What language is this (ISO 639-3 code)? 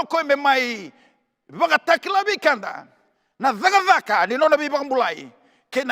fij